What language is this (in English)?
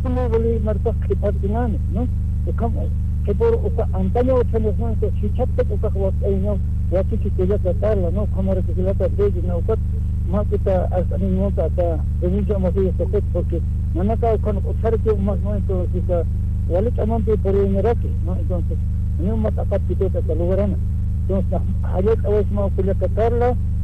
Aymara